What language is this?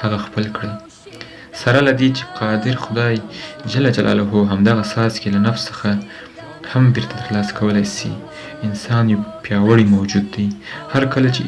Pashto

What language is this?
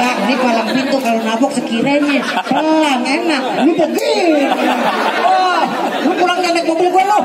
Betawi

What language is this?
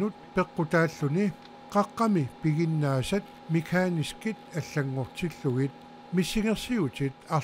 Kalaallisut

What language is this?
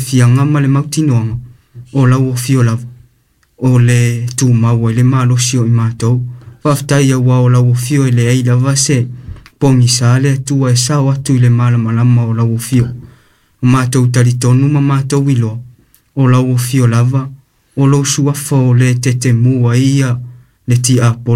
Samoan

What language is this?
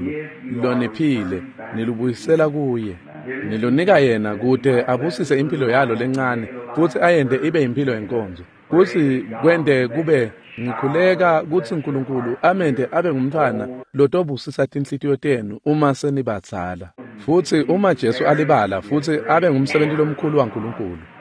Swati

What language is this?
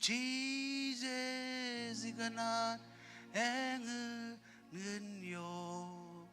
Marshallese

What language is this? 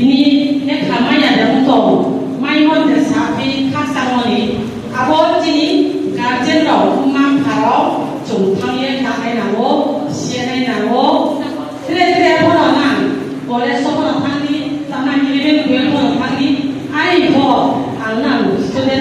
Riang (India)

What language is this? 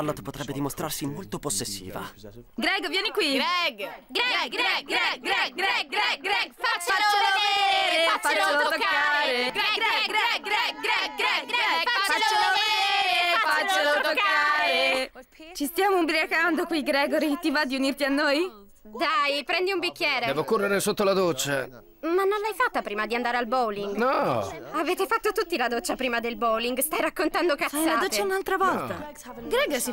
Italian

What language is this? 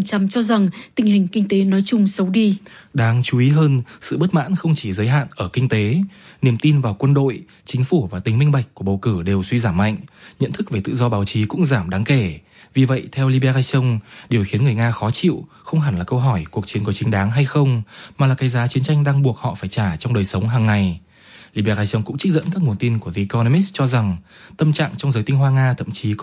Vietnamese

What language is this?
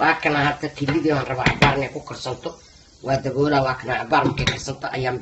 Somali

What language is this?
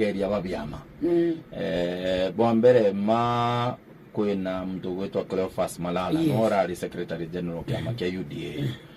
Meru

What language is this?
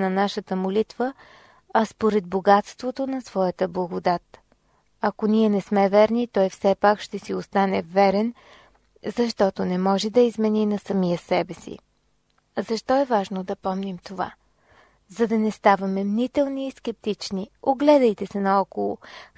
Bulgarian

